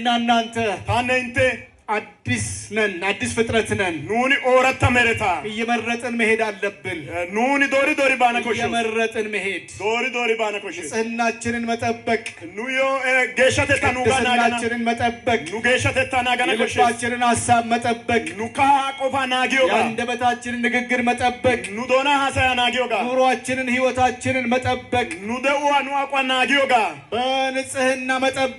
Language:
Amharic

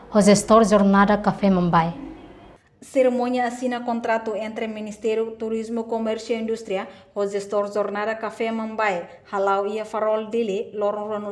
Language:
Tetum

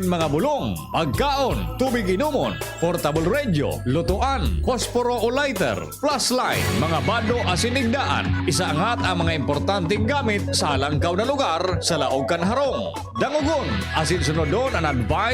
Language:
Bikol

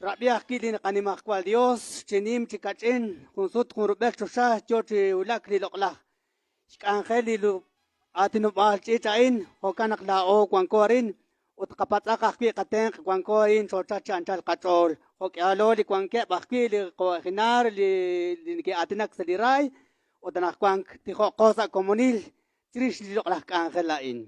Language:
Kekchí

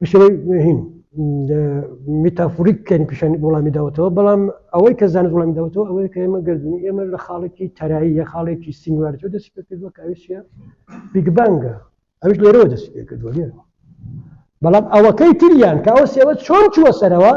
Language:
Central Kurdish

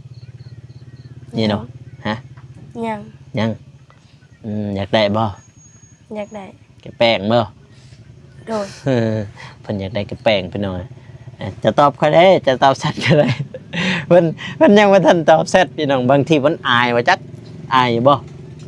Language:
Lao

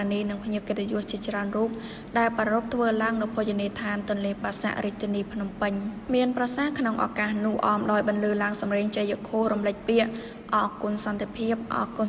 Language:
Khmer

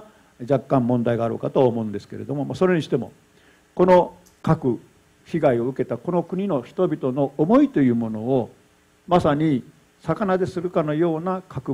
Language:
Japanese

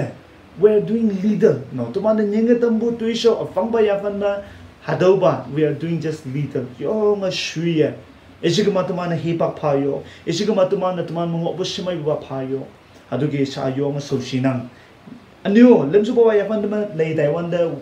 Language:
Konyak Naga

